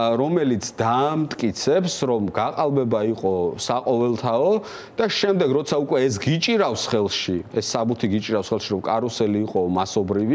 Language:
Georgian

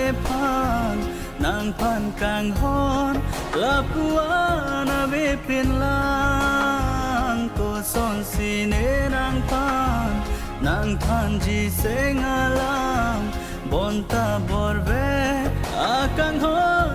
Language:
Karbi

